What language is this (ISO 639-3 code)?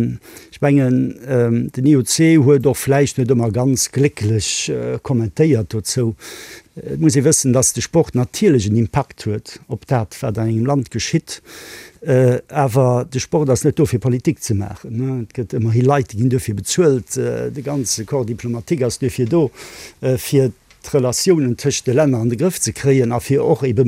ltz